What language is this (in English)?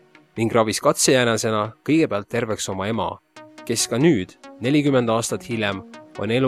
Estonian